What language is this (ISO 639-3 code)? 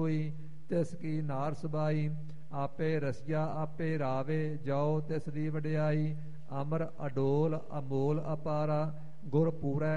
pan